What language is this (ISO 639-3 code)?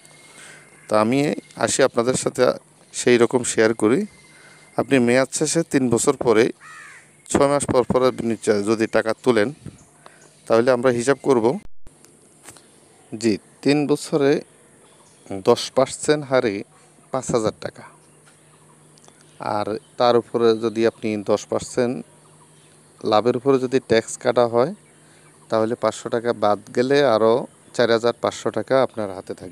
ben